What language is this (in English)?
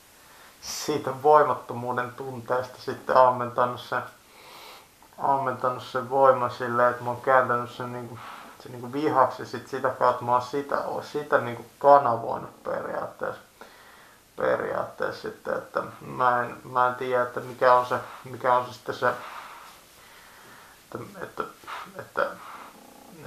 Finnish